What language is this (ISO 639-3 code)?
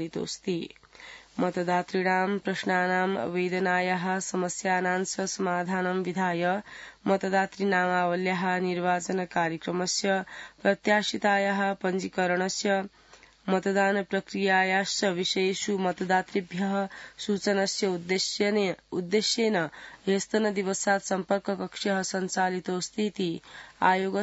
san